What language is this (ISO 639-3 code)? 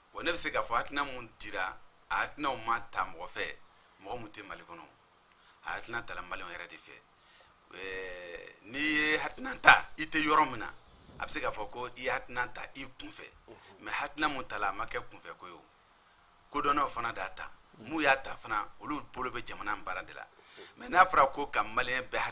bam